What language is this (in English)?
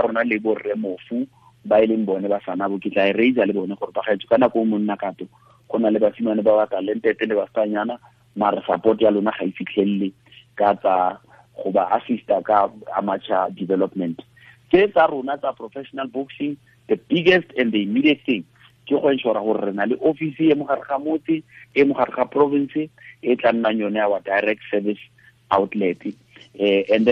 Tswana